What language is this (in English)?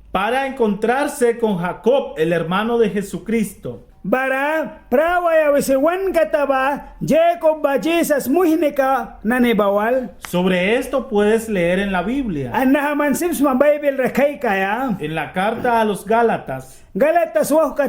Mískito